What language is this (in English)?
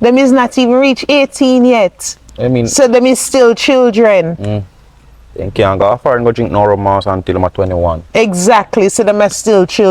Jamaican Creole English